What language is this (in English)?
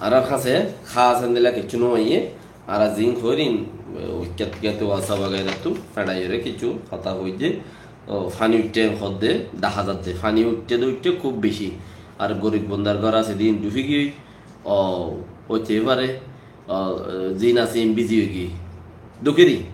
Rohingya